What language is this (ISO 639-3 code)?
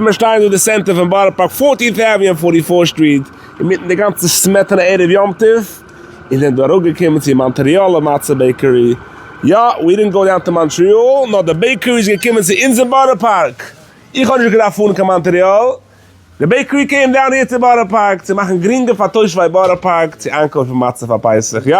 yid